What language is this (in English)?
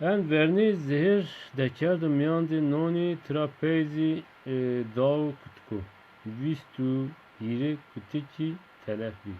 Zaza